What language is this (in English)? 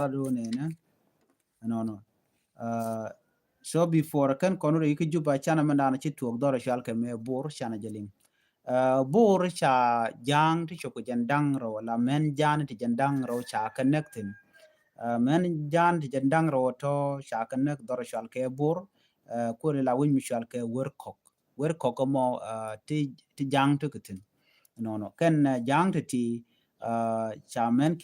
Nuer